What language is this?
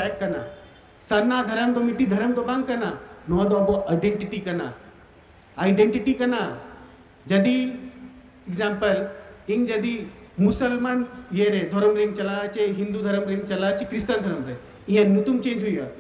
Santali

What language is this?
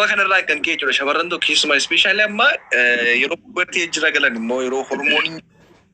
Oromo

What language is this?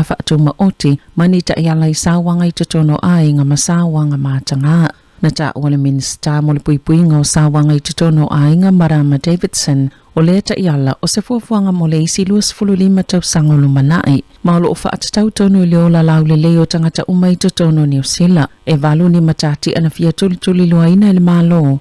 Samoan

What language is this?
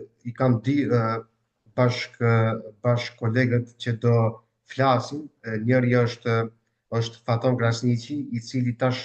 Albanian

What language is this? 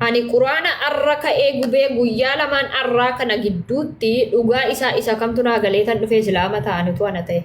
Oromo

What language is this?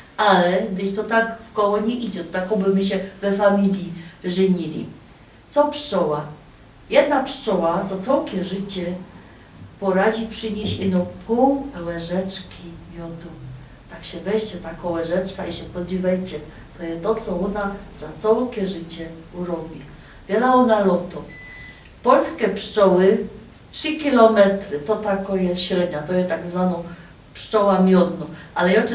Silesian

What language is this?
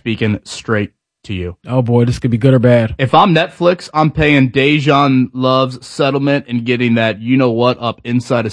English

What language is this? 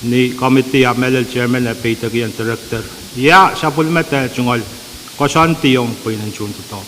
Pohnpeian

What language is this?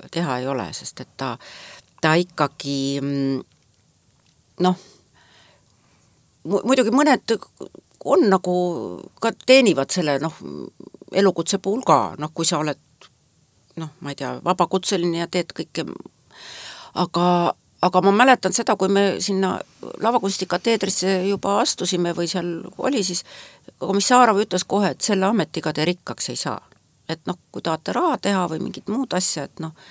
Estonian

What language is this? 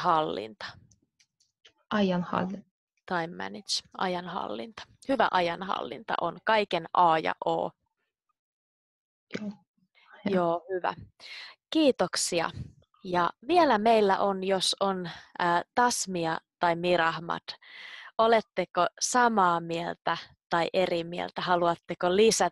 Finnish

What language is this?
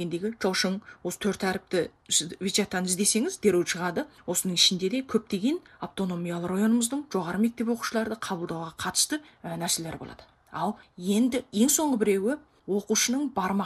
Kazakh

